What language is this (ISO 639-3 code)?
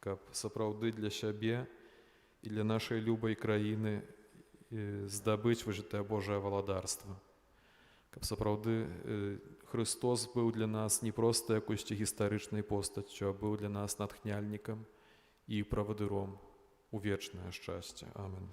bel